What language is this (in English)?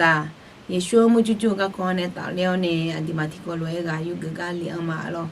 Akha